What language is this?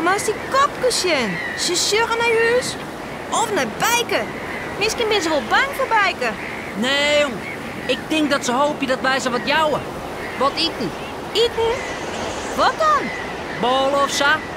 Western Frisian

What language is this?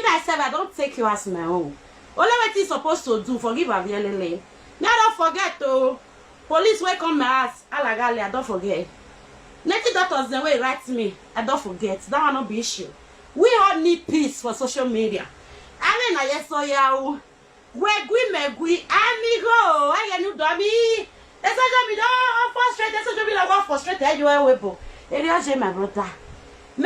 Nigerian Pidgin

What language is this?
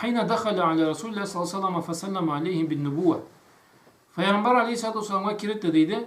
Karachay-Balkar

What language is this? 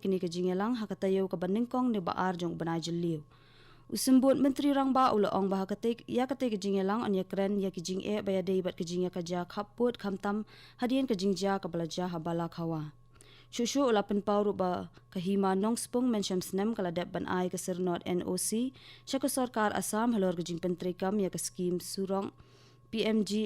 Khasi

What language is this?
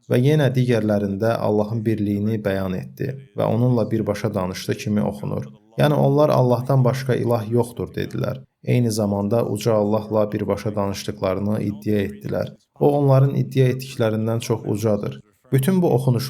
Azerbaijani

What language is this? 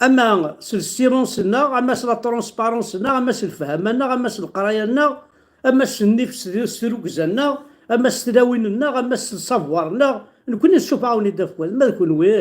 Kabyle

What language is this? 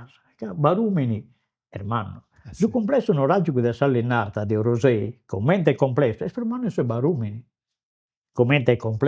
Sardinian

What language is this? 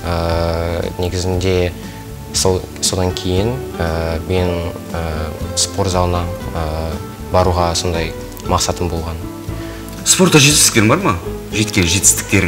Kazakh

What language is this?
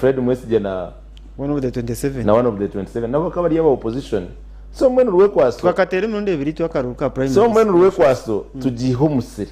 Nyankole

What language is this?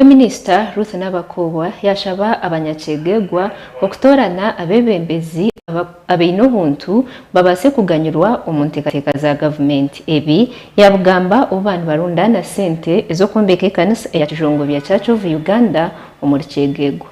Nyankole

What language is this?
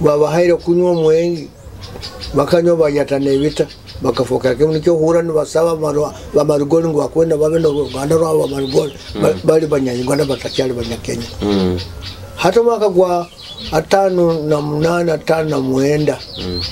Nyoro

